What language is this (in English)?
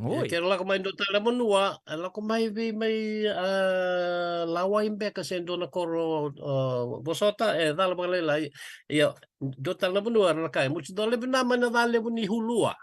Fijian